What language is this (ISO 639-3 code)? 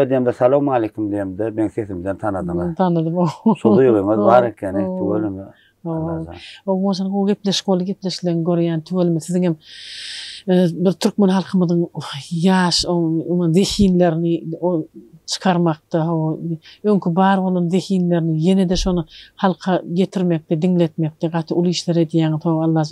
tuk